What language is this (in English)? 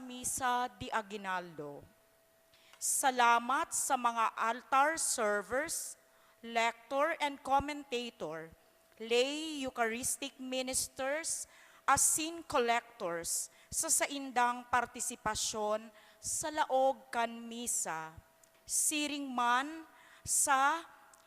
Bikol